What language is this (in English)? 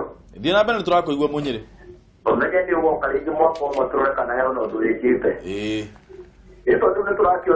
Kikuyu